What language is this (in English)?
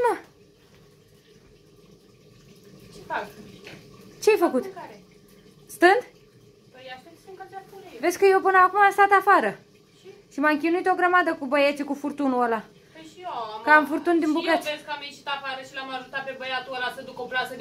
Romanian